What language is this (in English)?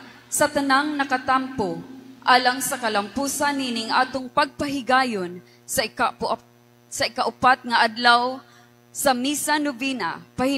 Cebuano